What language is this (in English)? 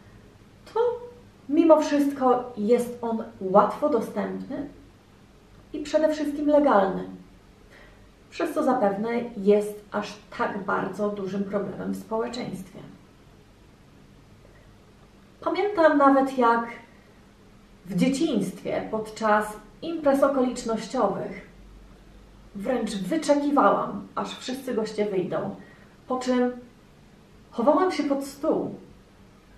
Polish